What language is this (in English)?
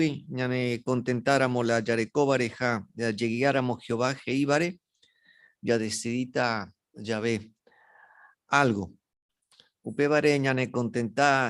Guarani